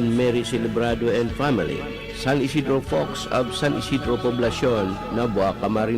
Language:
Bikol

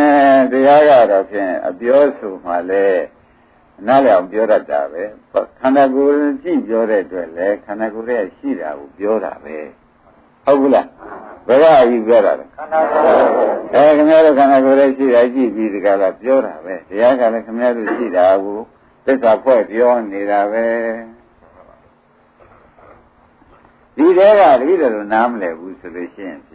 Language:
Burmese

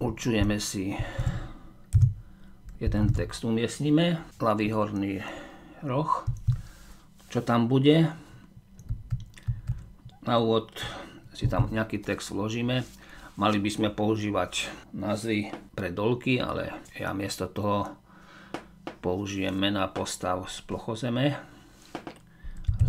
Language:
Slovak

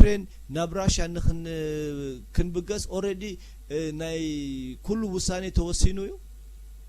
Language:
Tigrinya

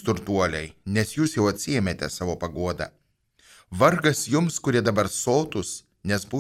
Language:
Lithuanian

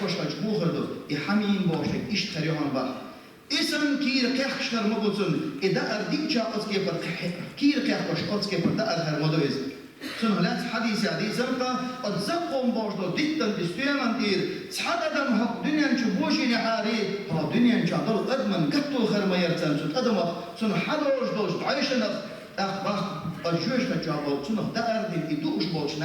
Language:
Chechen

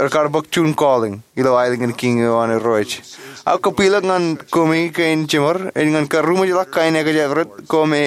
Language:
Marshallese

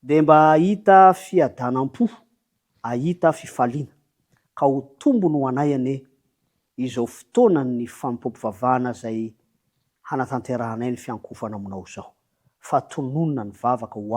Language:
Malagasy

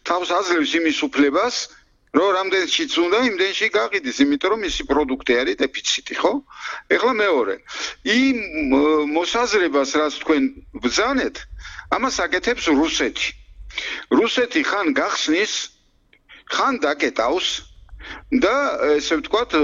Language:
Georgian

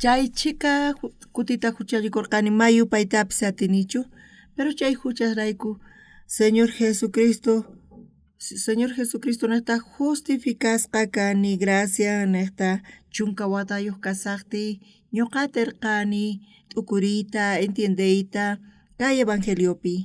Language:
South Bolivian Quechua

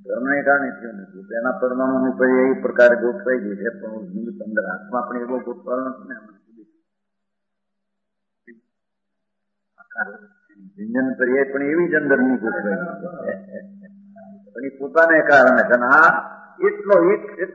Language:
Gujarati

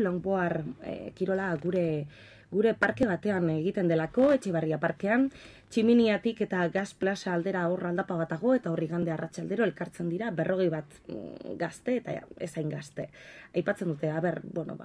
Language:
Basque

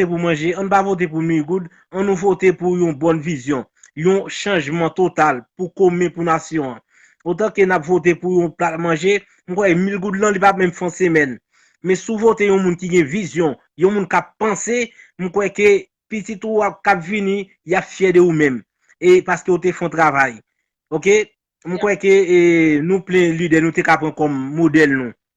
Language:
Haitian Creole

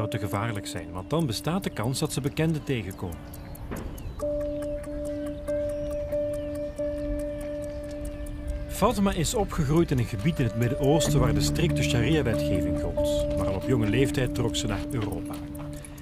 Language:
Dutch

